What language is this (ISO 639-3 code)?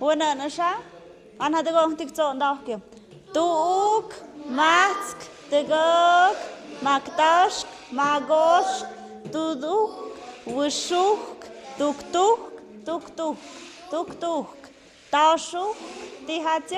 mxp